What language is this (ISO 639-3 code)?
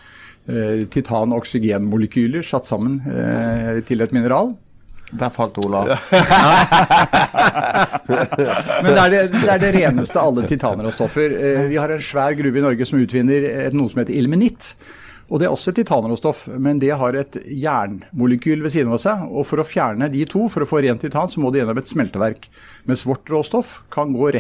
nor